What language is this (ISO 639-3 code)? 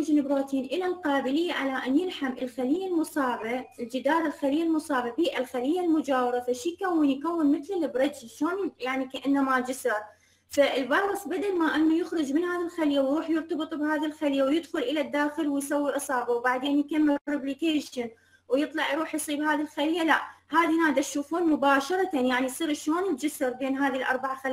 acm